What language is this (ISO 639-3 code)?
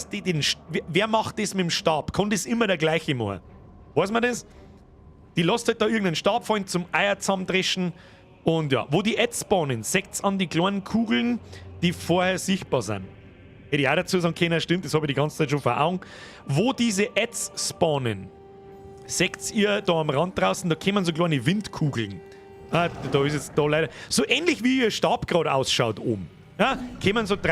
bar